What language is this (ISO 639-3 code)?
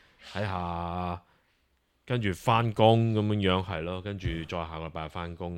yue